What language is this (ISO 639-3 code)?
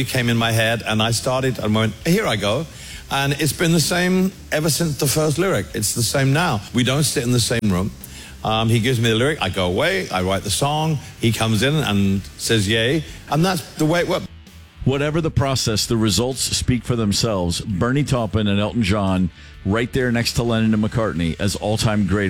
eng